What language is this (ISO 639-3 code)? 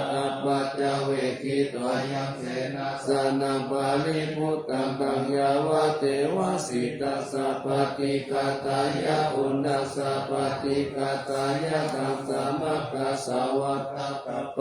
pli